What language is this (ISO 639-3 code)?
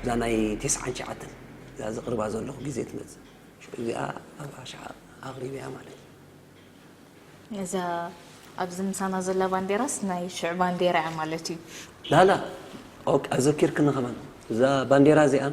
tir